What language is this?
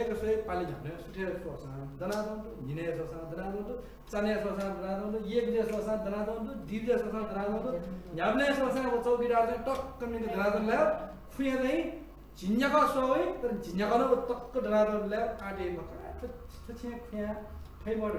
Newari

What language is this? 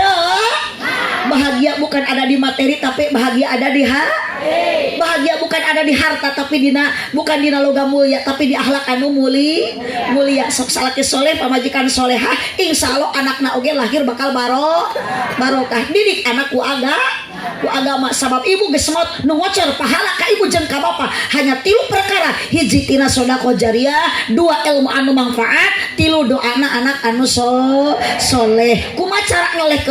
Sundanese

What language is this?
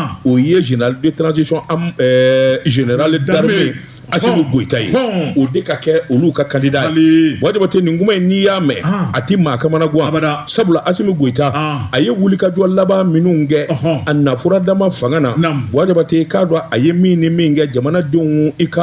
Bambara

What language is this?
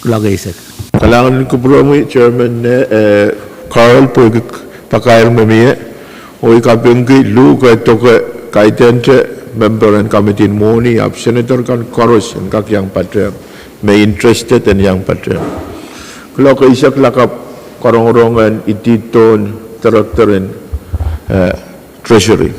Pohnpeian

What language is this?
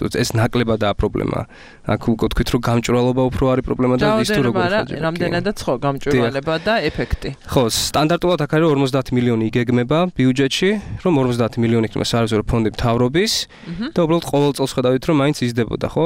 Georgian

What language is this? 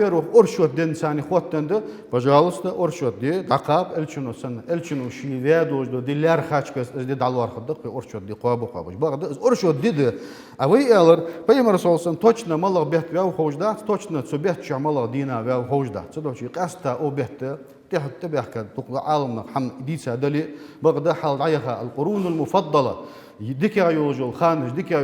Ingush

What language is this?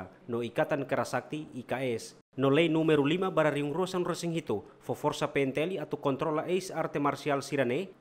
Tetum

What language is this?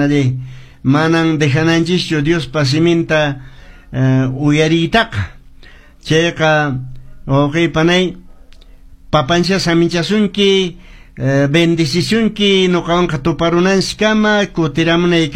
Quechua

